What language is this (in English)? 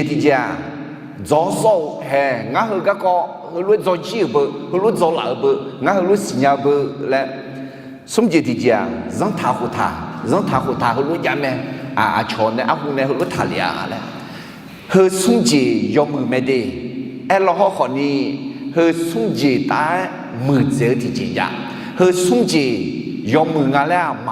Akha